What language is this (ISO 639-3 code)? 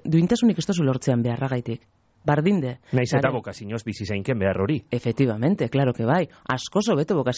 eus